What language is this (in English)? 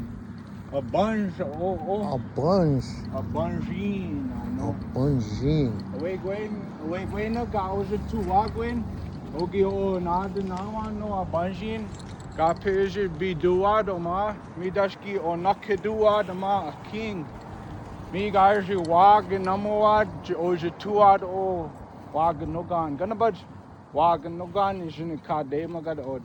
Chippewa